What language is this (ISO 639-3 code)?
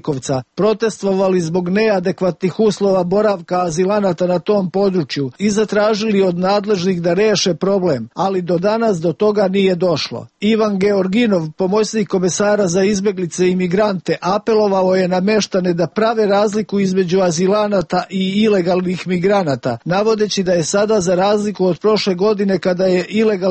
srp